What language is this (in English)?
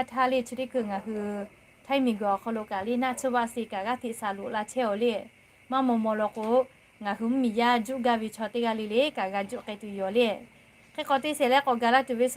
Lahu